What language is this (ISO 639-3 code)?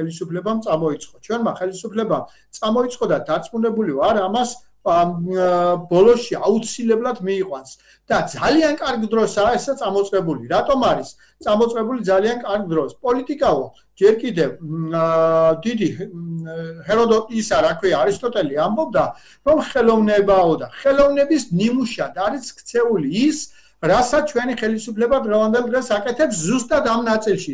kat